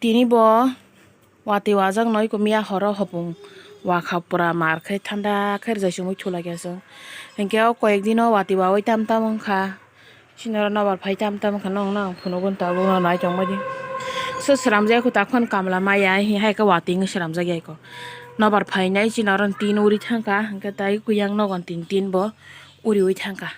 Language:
Kok Borok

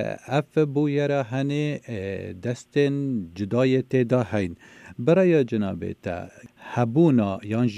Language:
Kurdish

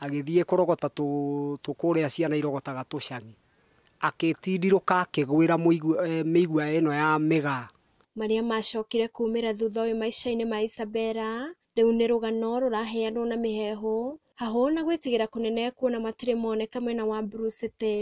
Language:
Kikuyu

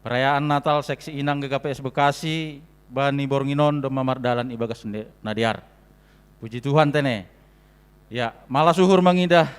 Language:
Batak Simalungun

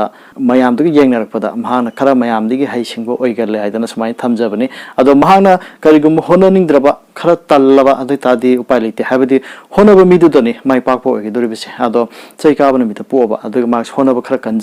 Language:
Manipuri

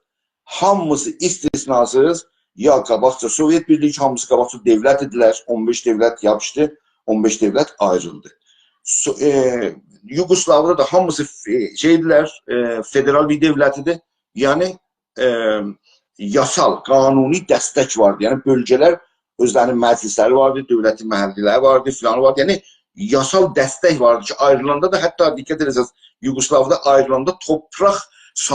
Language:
South Azerbaijani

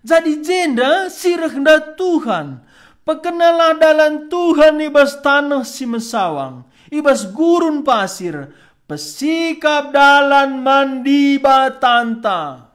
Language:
Batak Karo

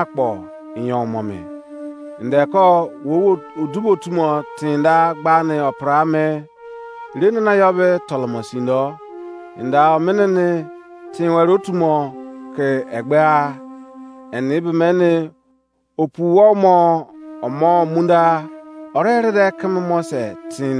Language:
Izon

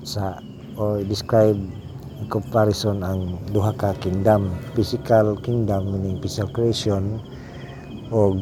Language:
Cebuano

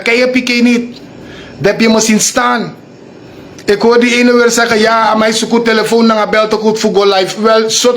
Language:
Sranan Tongo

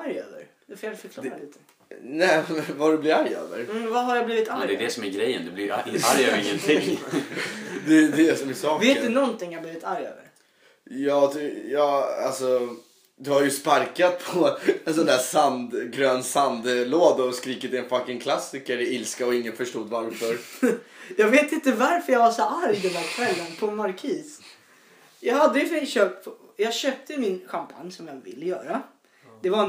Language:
Swedish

